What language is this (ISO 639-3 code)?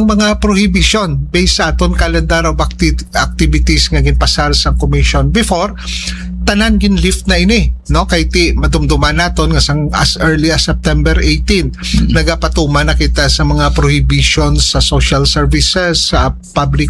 hil